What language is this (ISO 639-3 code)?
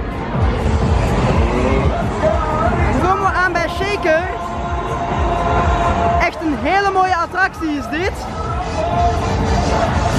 nld